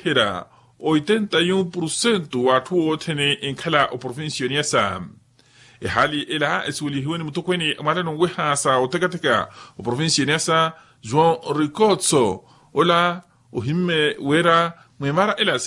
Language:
Makhuwa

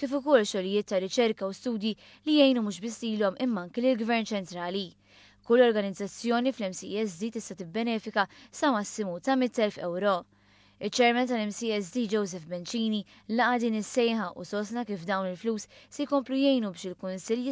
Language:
Maltese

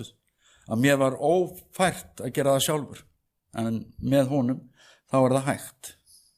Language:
Icelandic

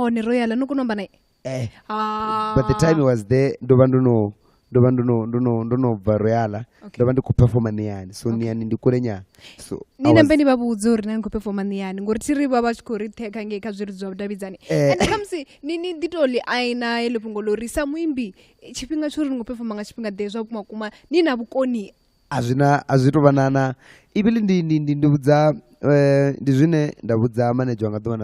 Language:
Venda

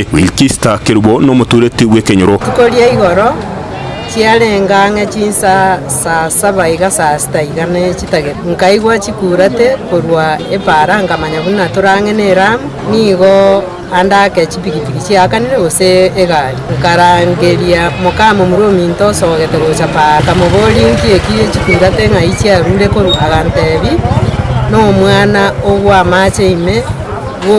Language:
Gusii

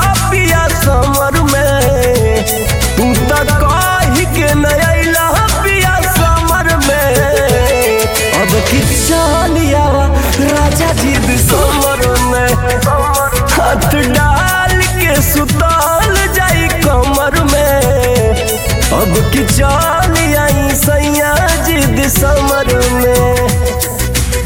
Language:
Bhojpuri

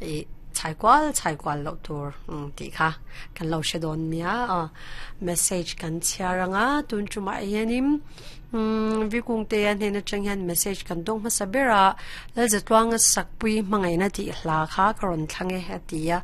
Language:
Mizo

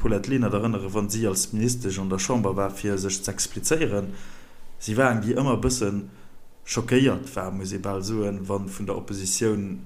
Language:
Luxembourgish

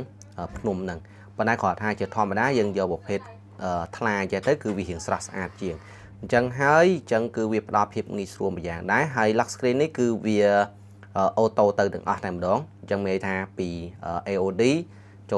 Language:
Khmer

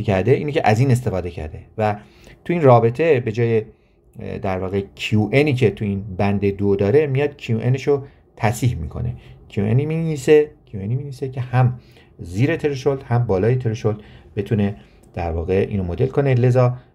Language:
Persian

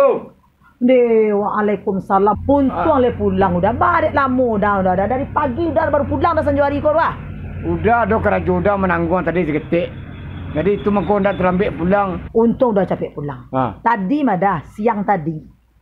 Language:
Minangkabau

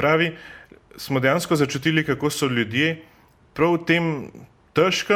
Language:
Slovenian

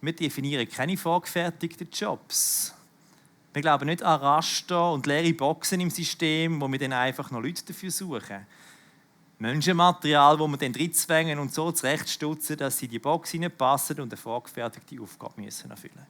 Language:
Swiss German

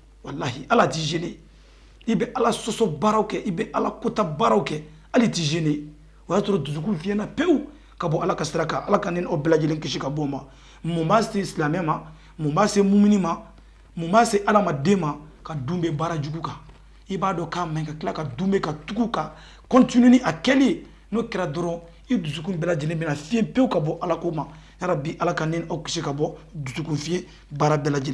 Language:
Bambara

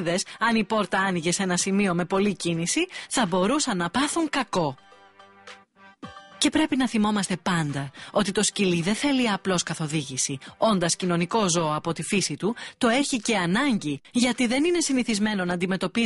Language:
Greek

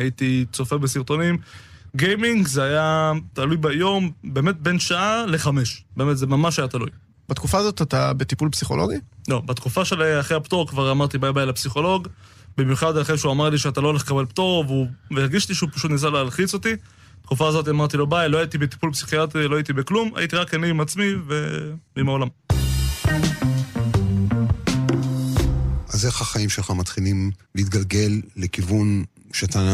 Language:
Hebrew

